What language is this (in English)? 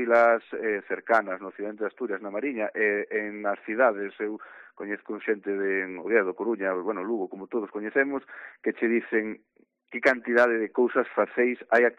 Galician